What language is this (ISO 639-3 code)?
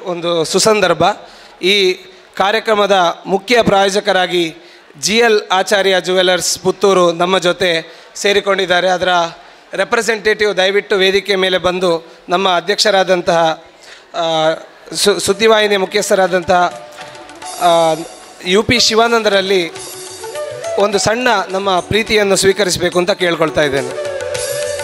kan